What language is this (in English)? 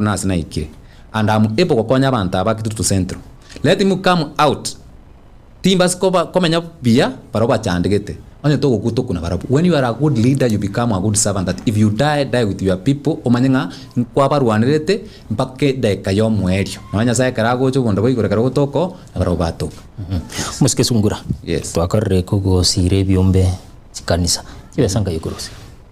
Gusii